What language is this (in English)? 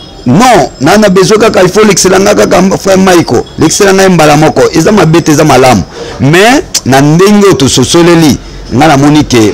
Lingala